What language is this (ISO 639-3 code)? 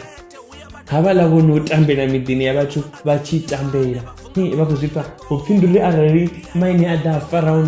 ven